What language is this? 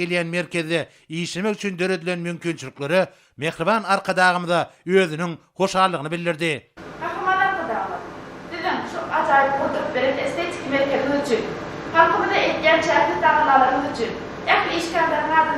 Turkmen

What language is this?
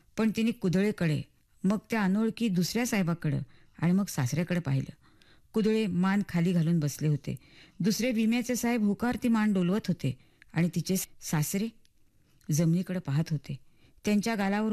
Marathi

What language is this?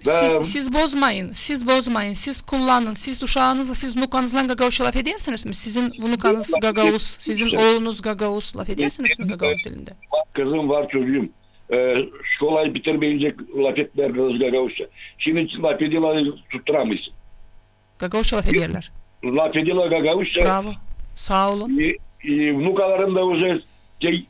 Gagauz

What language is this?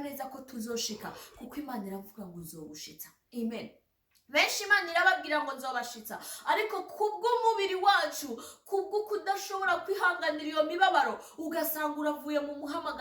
Rundi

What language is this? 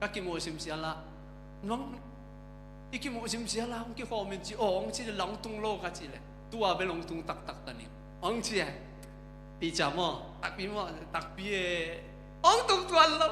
Tedim Chin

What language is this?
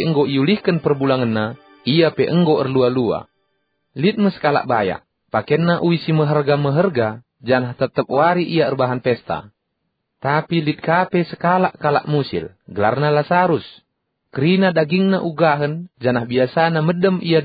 Batak Karo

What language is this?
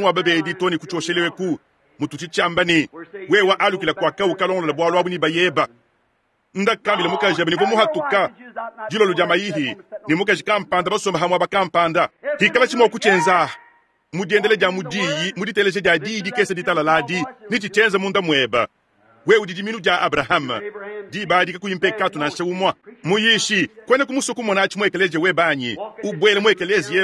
Luba-Lulua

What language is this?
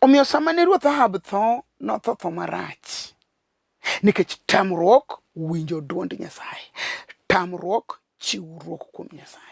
Luo (Kenya and Tanzania)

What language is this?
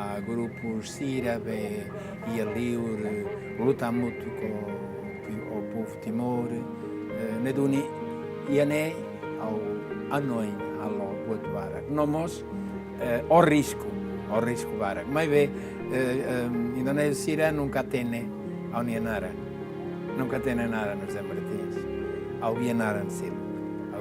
Tetum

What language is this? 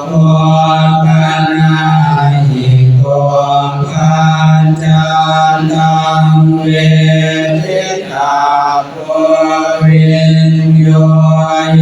Pali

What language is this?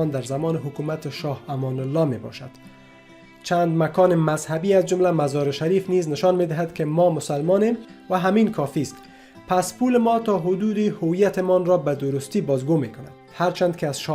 Tajik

